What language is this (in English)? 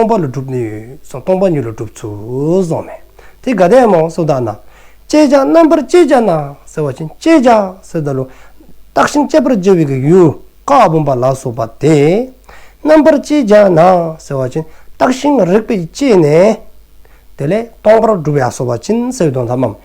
Dzongkha